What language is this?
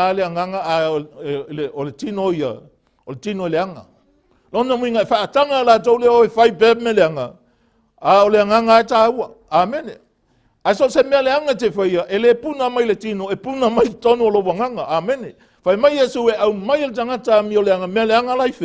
Samoan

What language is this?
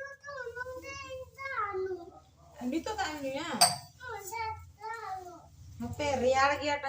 Santali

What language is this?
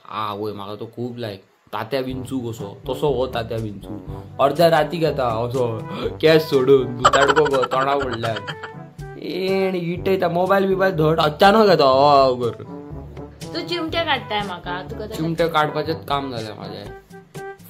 Konkani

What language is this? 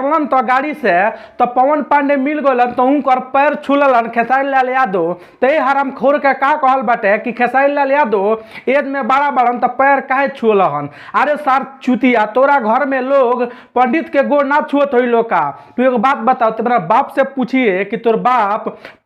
Bhojpuri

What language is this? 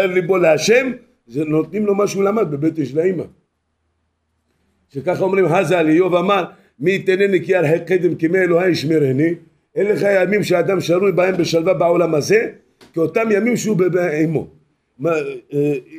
Hebrew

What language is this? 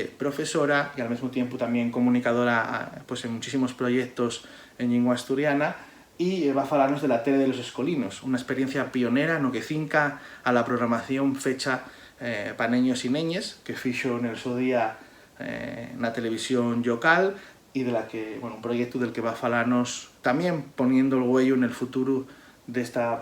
Asturian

